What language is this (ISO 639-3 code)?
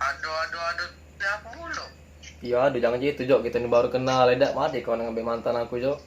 mui